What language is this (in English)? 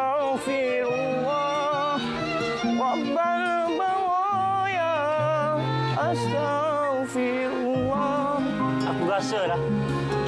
Malay